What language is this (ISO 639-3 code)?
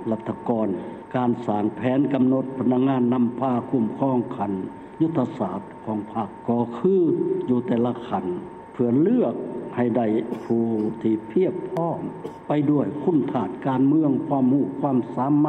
lao